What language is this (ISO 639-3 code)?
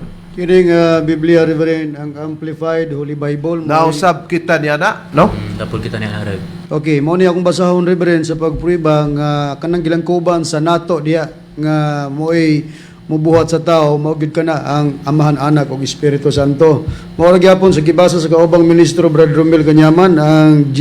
ceb